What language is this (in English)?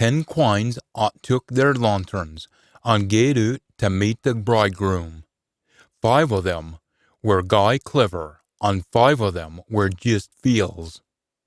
Scots